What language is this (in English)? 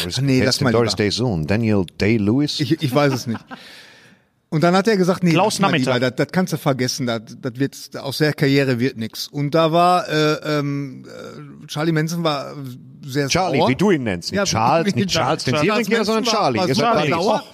German